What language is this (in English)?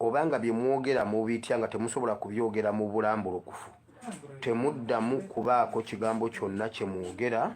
Ganda